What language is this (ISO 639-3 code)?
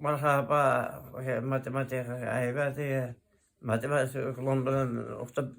tat